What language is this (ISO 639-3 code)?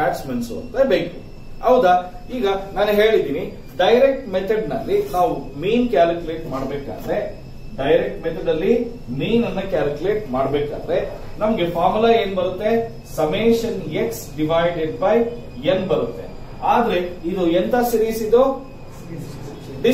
kan